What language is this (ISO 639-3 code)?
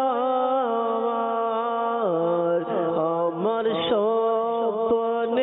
ben